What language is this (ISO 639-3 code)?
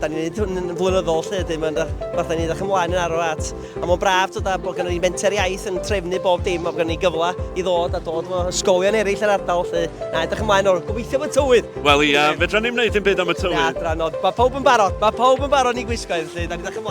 cym